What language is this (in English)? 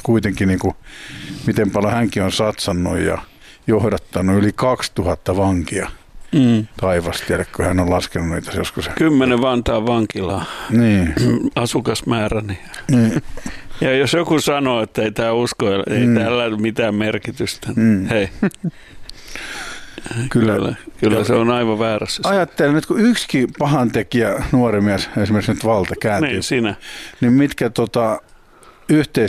Finnish